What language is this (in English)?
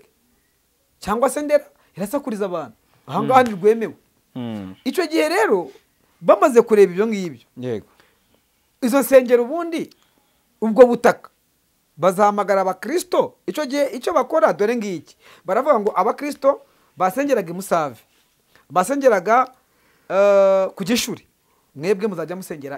Kinyarwanda